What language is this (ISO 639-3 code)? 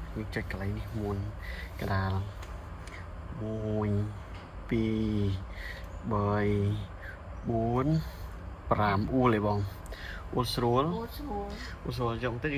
khm